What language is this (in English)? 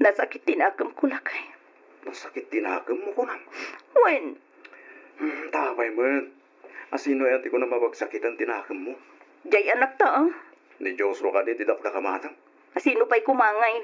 Iloko